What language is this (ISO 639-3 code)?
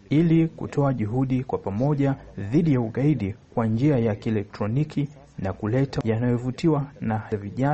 swa